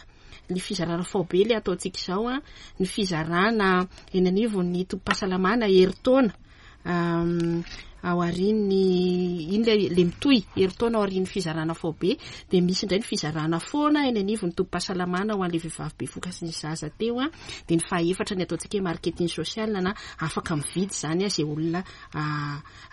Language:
Malagasy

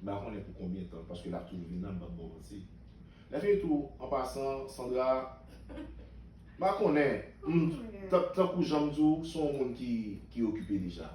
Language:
Haitian Creole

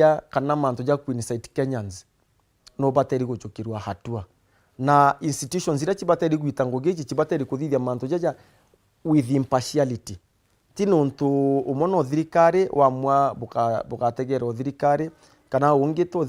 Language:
Meru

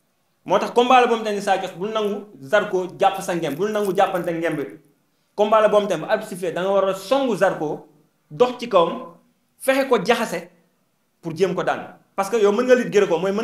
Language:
Wolof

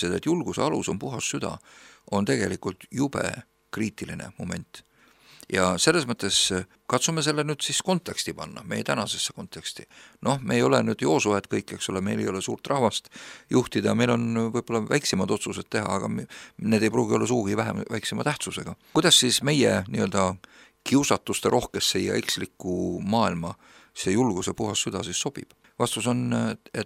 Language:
Estonian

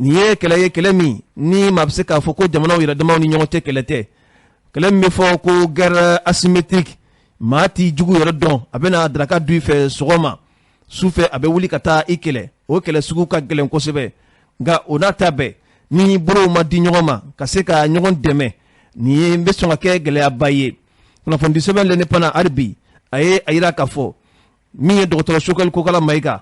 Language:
Bambara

